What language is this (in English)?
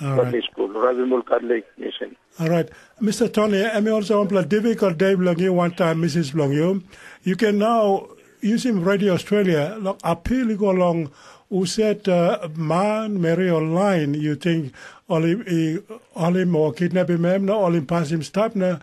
Tok Pisin